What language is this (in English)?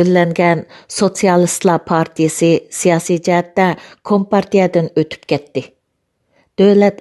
Uyghur